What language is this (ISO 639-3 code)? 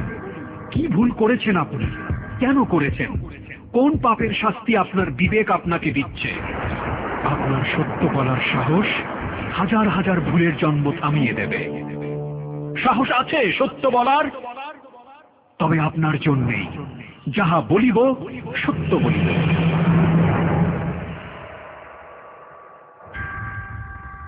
ben